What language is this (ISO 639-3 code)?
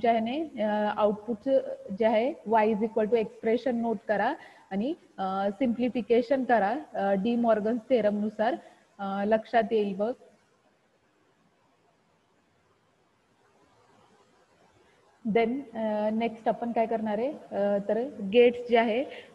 mar